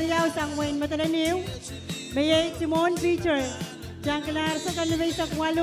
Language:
Pohnpeian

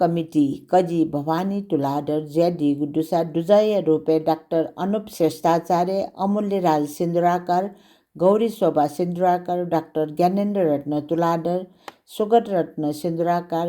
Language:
Newari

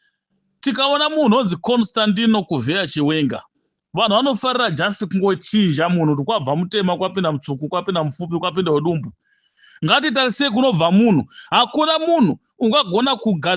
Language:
Shona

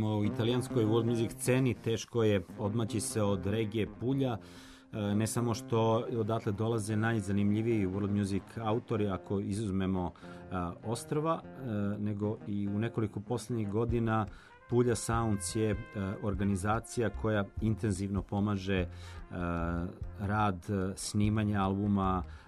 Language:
Serbian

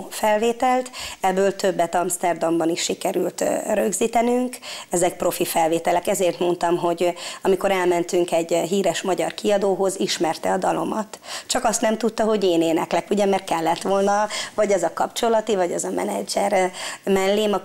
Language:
Hungarian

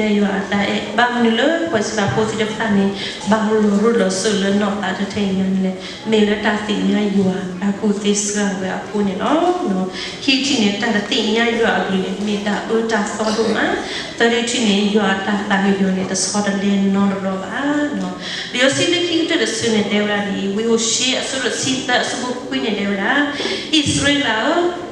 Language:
S'gaw Karen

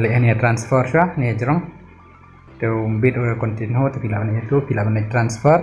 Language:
Khasi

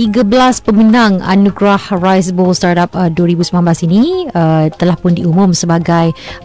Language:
Malay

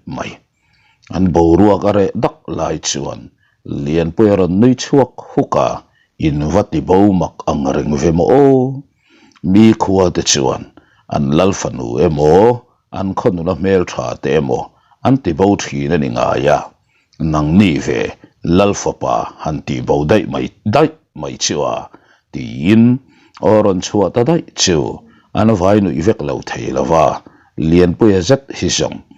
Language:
Mizo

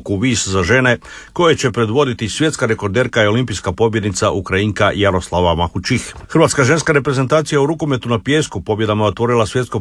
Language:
Croatian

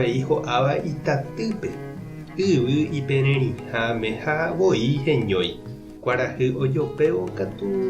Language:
Guarani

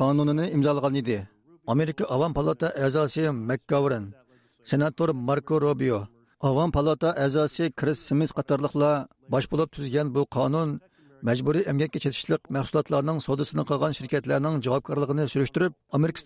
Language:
Uyghur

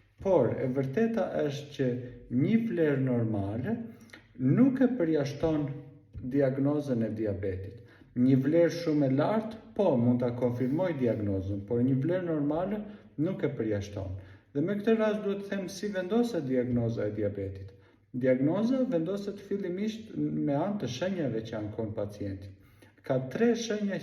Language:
Albanian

